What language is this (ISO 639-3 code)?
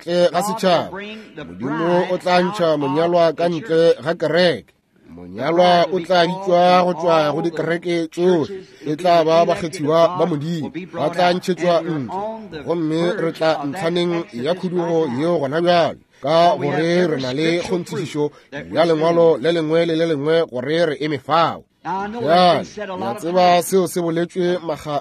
nso